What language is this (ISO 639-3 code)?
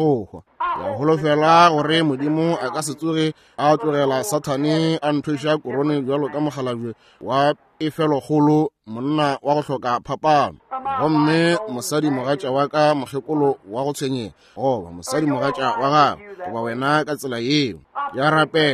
nso